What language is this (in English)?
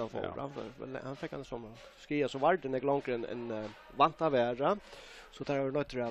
Faroese